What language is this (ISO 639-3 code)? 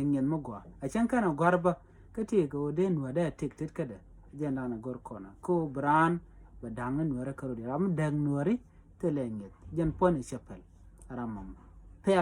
nus